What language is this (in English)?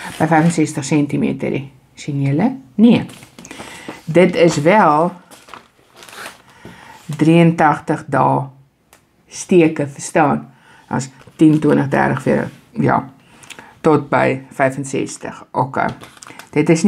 Afrikaans